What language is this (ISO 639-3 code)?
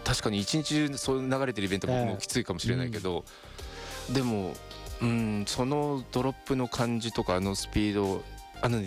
jpn